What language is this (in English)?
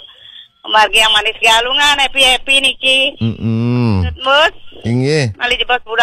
Balinese